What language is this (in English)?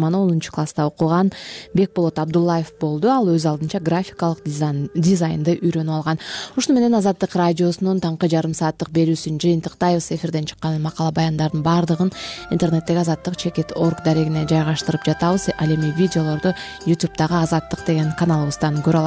Kyrgyz